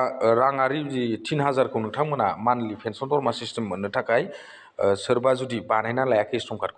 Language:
Bodo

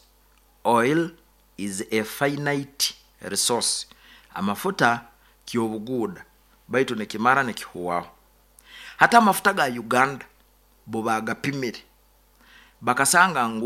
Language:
Nyoro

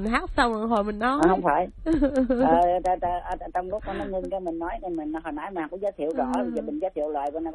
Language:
Vietnamese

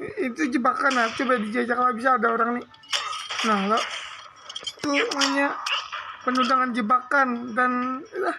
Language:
Banjar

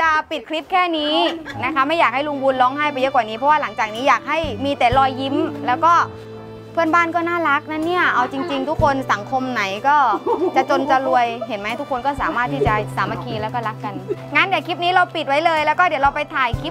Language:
Thai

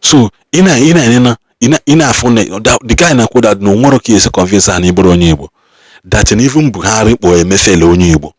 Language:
Igbo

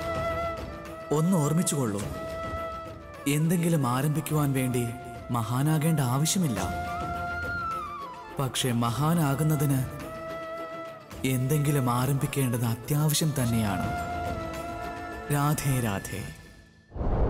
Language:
Malayalam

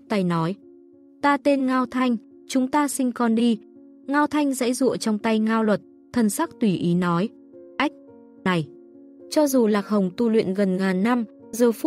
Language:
Vietnamese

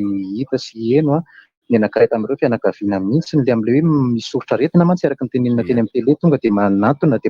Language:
Malagasy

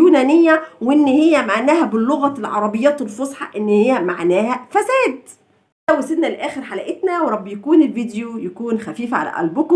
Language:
Egyptian Arabic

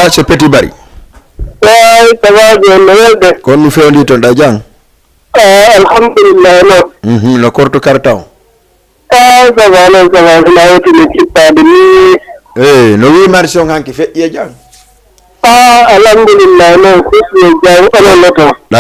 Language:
Fula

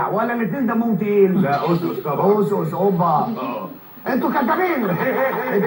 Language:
Egyptian Arabic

